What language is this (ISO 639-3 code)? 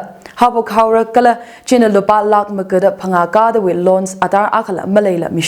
nmf